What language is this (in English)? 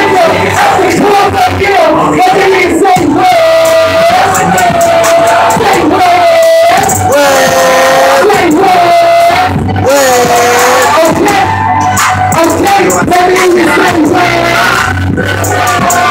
English